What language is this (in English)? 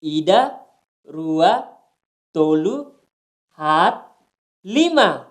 Tetum